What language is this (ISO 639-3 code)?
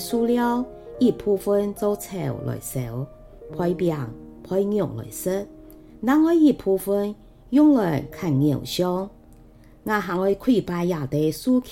hak